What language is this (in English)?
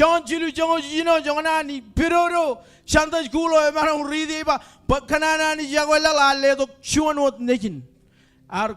Marshallese